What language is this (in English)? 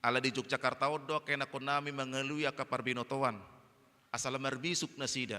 Batak Toba